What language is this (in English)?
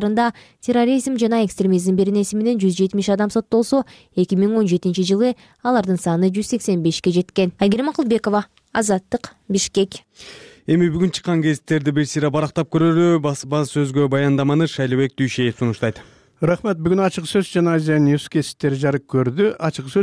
Kyrgyz